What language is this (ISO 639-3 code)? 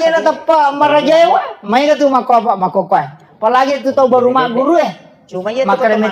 bug